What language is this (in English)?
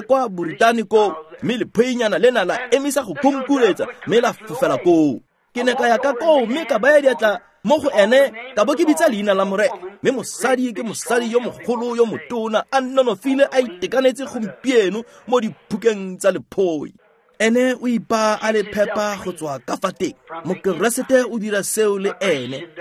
Tswana